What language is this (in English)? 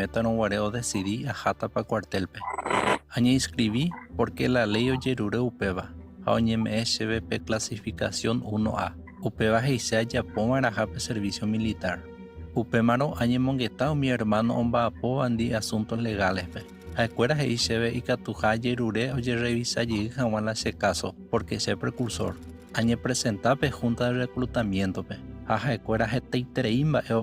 Guarani